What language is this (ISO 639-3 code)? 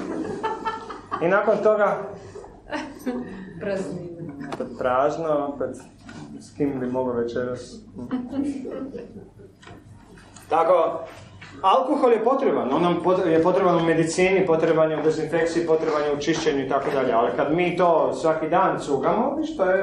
hrv